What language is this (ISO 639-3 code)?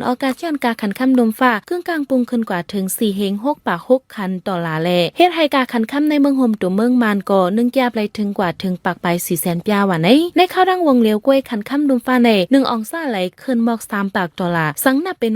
shn